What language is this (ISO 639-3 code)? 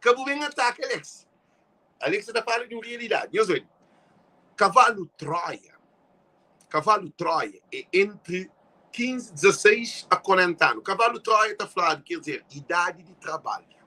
kea